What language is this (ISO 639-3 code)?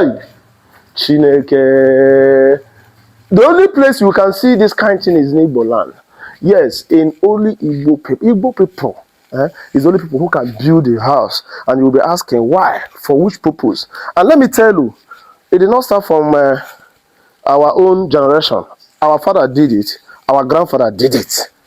ibo